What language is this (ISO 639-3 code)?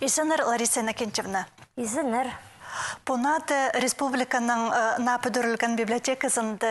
kjh